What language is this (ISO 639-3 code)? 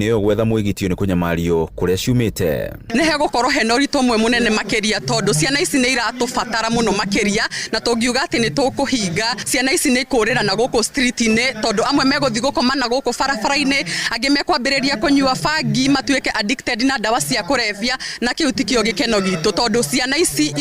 kik